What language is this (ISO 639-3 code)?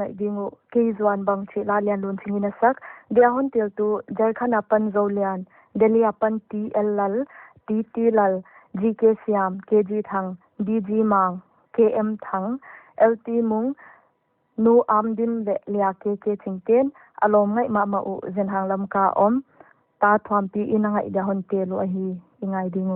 pck